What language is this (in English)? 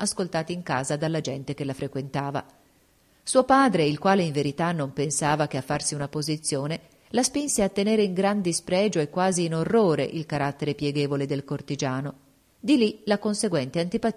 Italian